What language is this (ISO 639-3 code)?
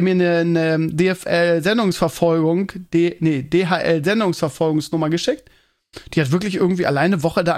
deu